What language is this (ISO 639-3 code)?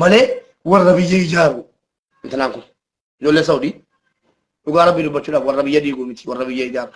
orm